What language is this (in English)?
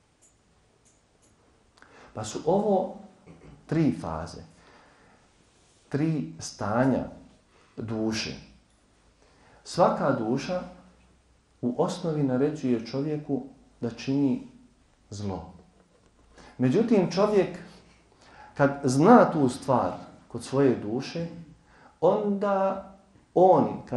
Bosnian